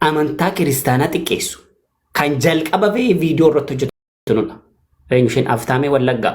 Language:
Oromo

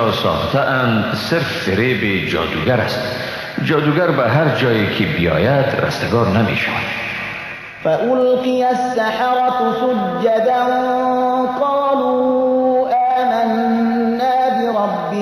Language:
Persian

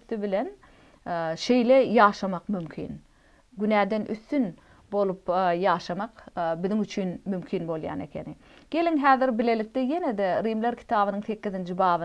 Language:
Turkmen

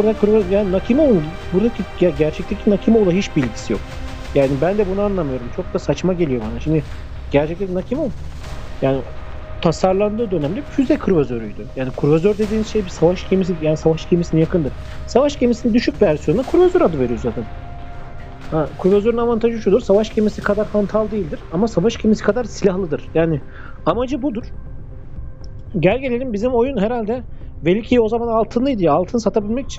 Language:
Turkish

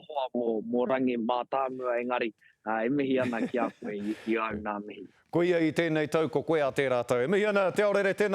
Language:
Māori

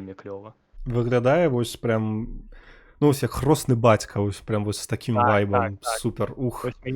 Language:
Belarusian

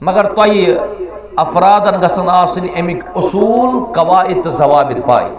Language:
Kashmiri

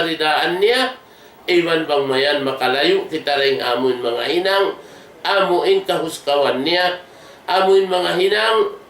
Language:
Tausug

